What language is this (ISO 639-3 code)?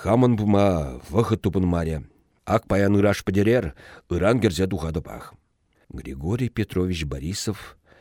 chv